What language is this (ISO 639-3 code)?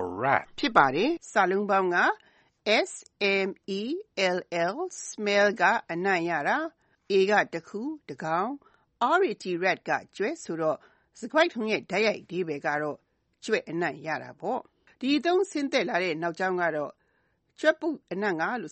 mya